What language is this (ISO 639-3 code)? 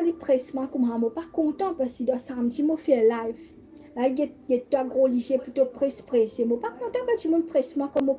mfe